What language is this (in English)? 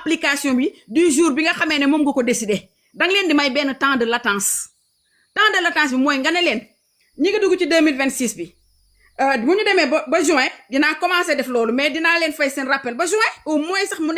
Wolof